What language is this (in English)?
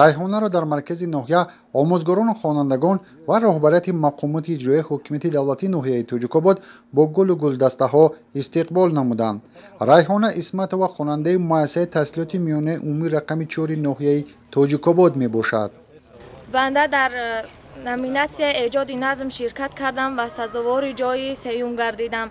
Tajik